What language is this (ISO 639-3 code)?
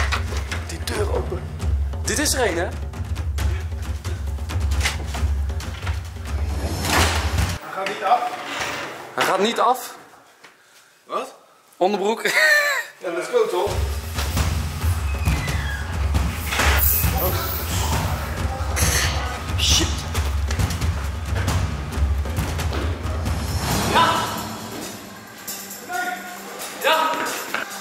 nld